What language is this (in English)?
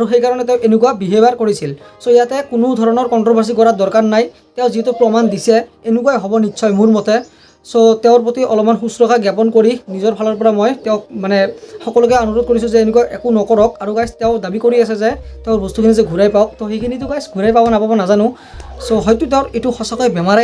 Assamese